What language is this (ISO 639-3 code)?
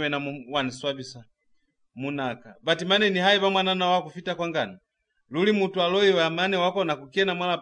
loz